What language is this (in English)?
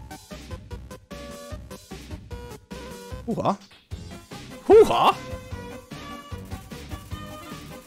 Hungarian